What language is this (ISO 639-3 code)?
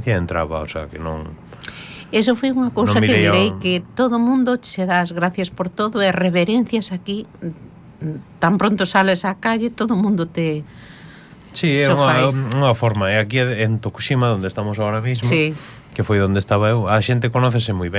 glg